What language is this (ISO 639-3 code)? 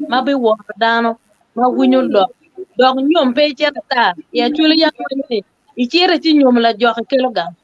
ach